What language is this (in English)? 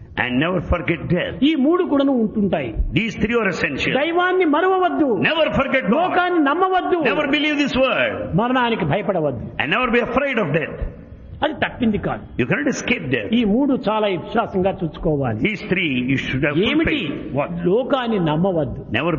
Telugu